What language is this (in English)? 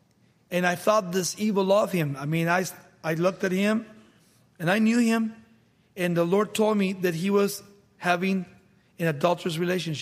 English